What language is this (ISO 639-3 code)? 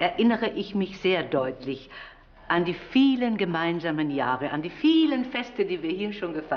deu